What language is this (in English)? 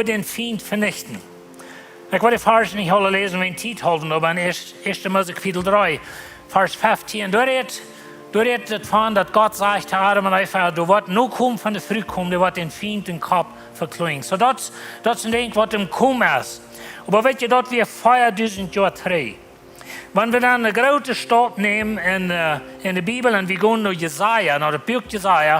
Plautdietsch